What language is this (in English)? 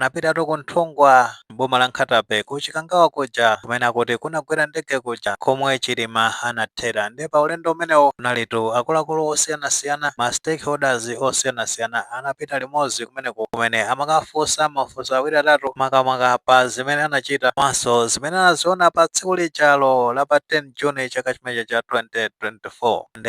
Nyanja